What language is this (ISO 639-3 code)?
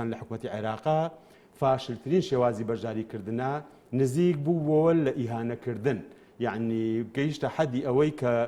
ckb